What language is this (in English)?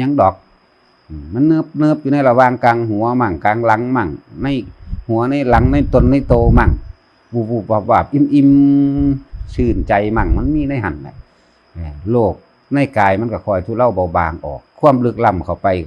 Northeastern Thai